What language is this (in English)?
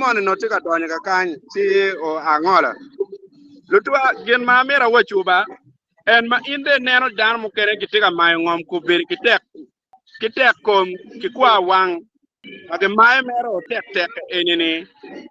Acoli